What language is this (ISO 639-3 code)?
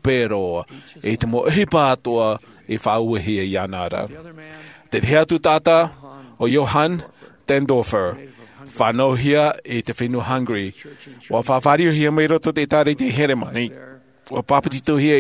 tah